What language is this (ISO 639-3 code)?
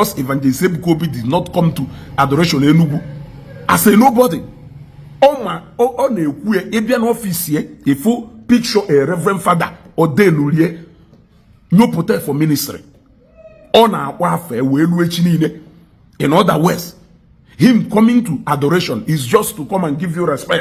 ibo